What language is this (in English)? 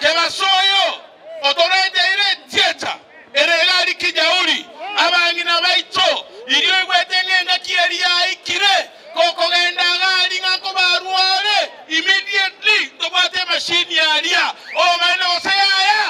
Gusii